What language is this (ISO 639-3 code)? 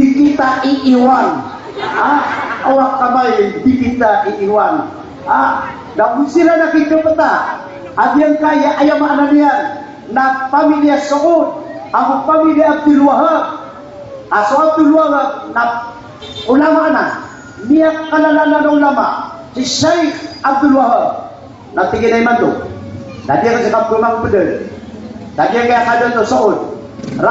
mrw